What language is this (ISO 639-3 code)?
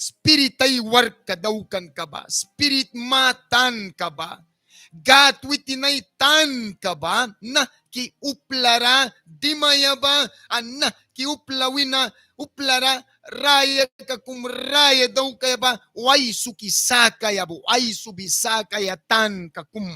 miq